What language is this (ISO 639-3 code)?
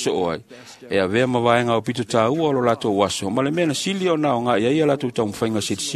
smo